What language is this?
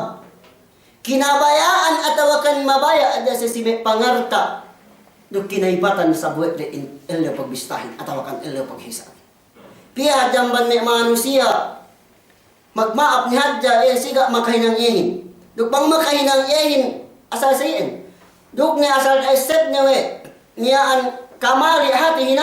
Yakan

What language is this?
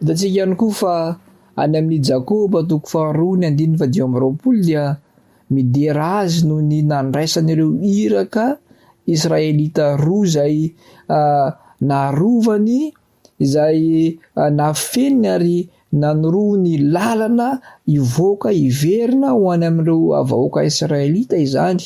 Malagasy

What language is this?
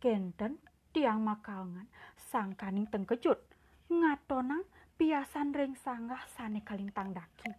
Balinese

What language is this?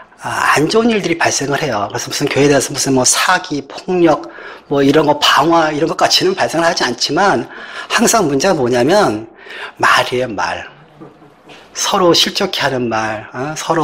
Korean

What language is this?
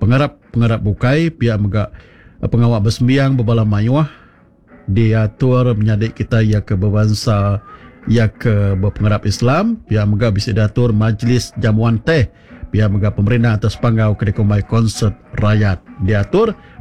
Iban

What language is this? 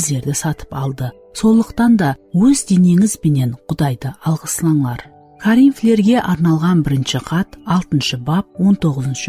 Kara-Kalpak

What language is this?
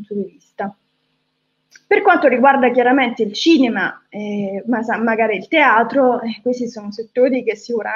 Italian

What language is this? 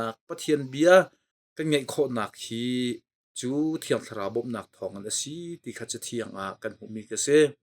Hakha Chin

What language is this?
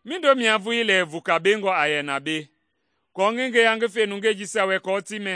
Mende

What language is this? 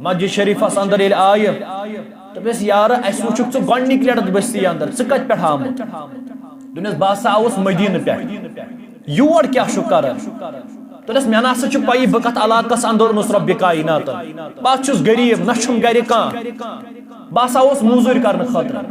Kashmiri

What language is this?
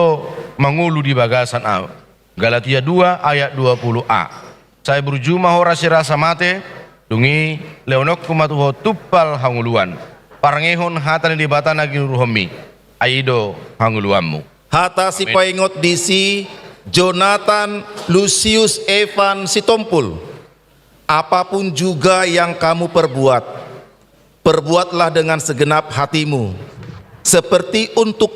Batak Toba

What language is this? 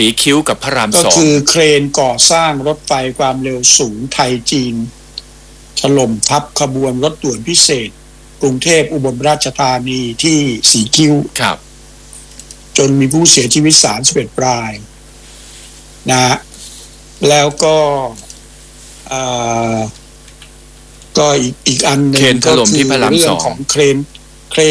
Thai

